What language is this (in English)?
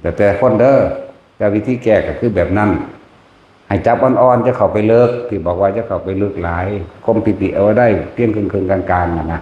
Northeastern Thai